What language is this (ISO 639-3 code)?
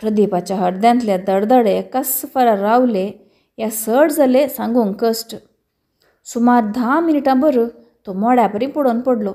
kok